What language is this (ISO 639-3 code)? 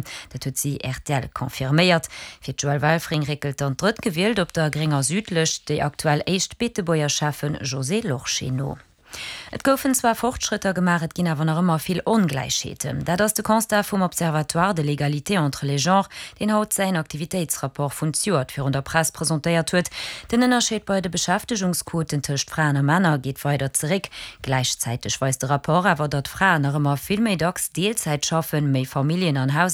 ltz